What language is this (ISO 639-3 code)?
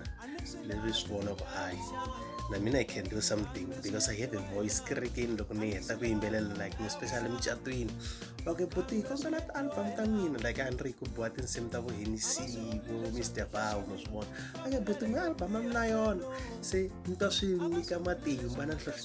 tso